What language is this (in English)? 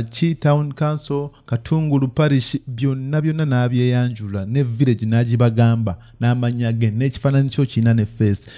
Ganda